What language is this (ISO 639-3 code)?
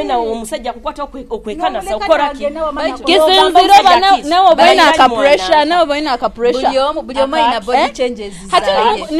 nyo